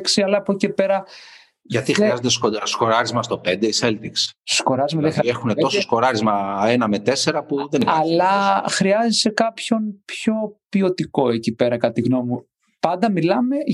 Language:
Greek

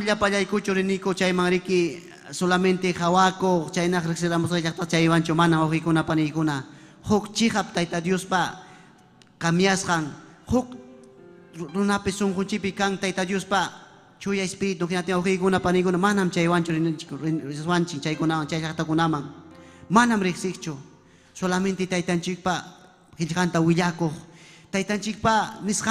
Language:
Ayacucho Quechua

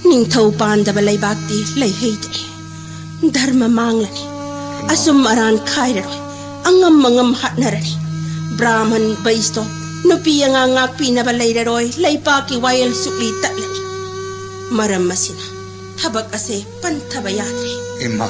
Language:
Manipuri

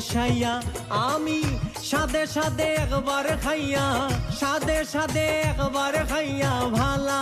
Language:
Sylheti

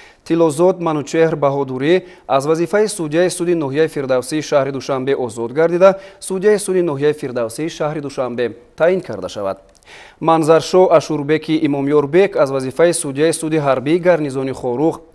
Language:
Tajik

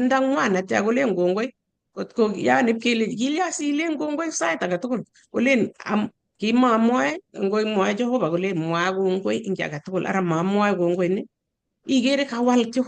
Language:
Kalenjin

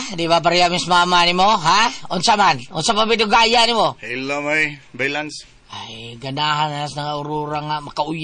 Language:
Cebuano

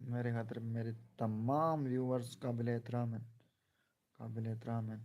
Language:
Saraiki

